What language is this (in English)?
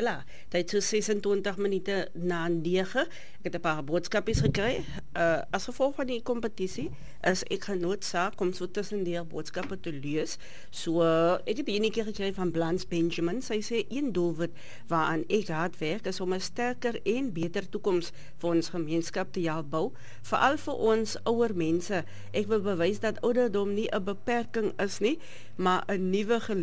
Afrikaans